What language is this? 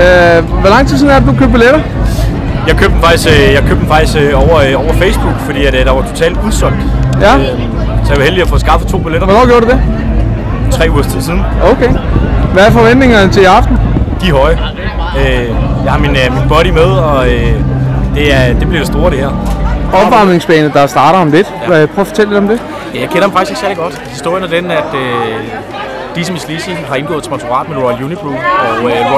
Danish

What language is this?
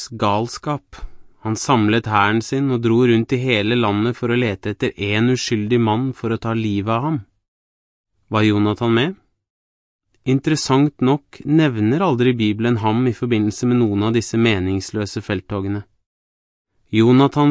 Norwegian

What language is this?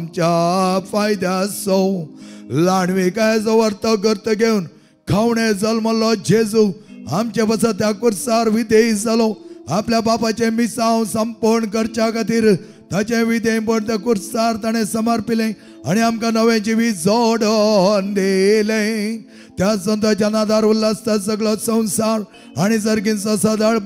Konkani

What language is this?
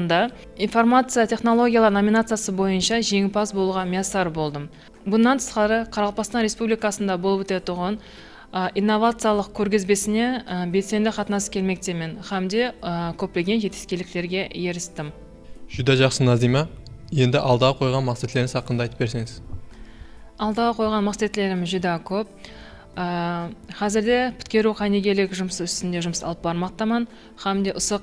Kara-Kalpak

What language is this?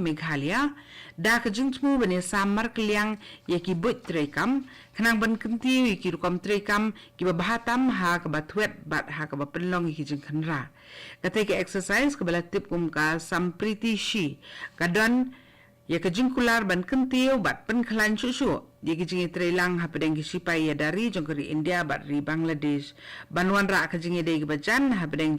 Khasi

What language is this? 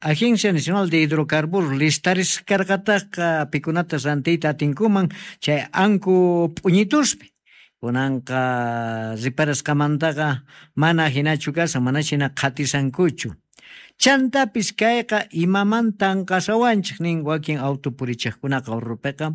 Quechua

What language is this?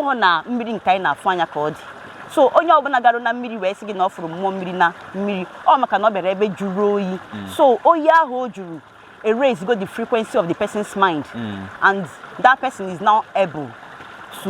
Igbo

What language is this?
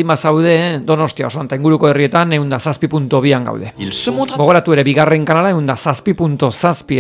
Basque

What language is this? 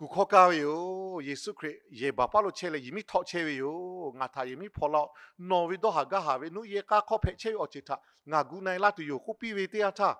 Lahu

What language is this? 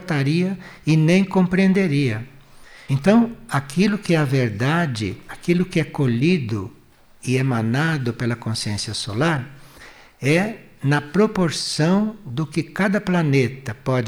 Portuguese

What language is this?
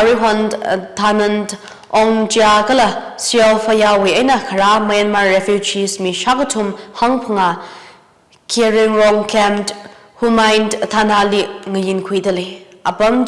Tangkhul Naga (India)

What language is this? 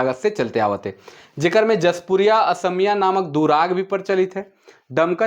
Sadri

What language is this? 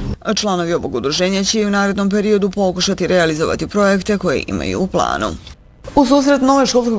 Bosnian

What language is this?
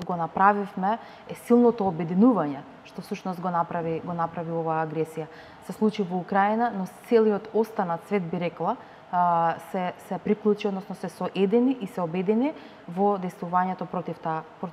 Macedonian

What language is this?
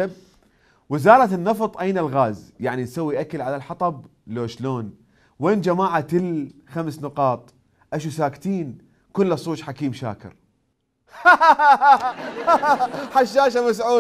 Mesopotamian Arabic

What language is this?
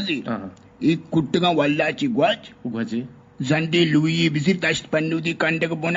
Eastern Balochi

